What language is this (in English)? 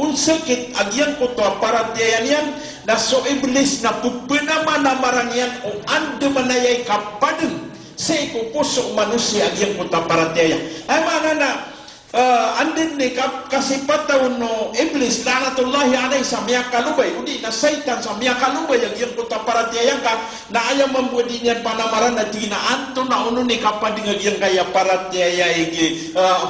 Maranao